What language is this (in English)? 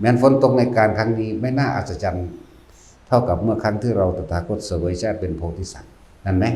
Northeastern Thai